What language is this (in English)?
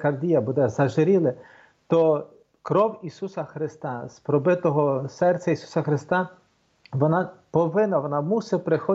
Ukrainian